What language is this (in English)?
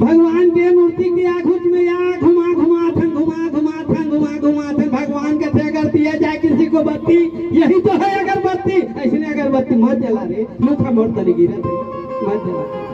Chhattisgarhi